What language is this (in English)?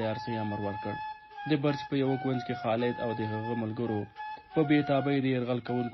Pashto